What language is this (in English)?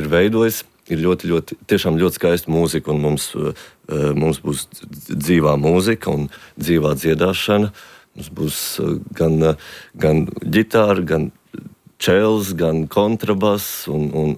Latvian